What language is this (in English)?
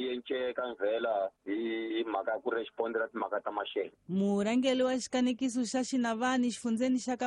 Tsonga